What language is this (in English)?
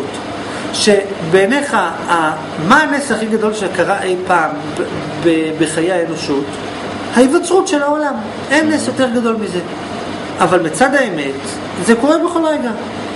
Hebrew